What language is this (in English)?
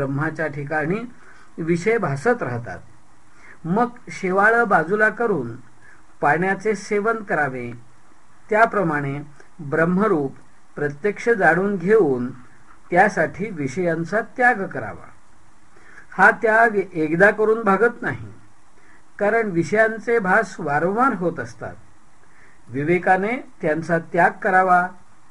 Marathi